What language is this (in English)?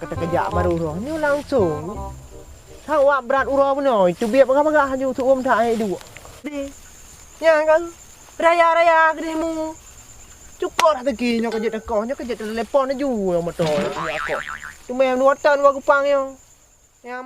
Achinese